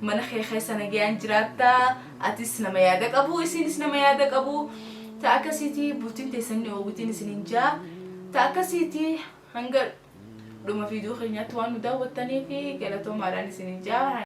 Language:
Oromo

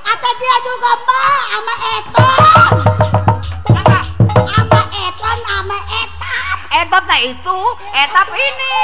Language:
Betawi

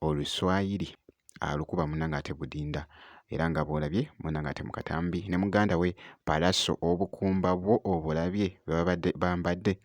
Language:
Ganda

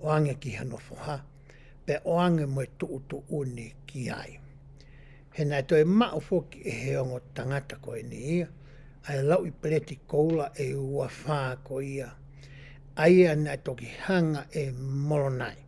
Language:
Tongan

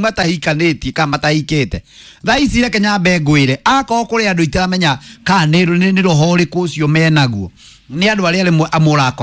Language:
Kikuyu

